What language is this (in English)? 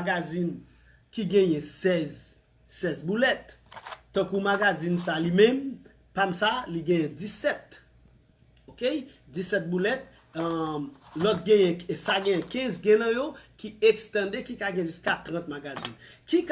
Haitian Creole